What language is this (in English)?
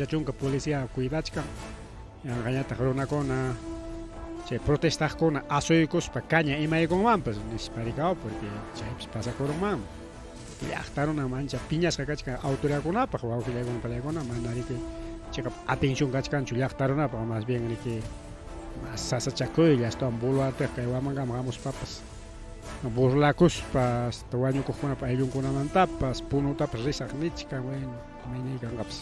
Ayacucho Quechua